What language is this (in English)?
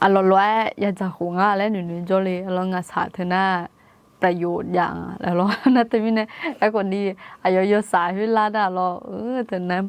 Akha